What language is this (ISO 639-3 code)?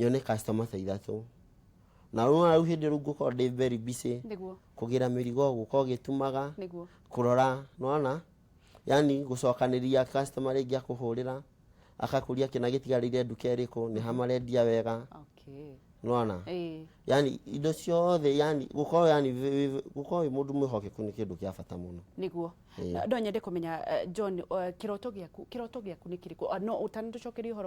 kik